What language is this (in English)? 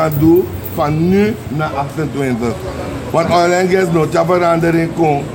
Sranan Tongo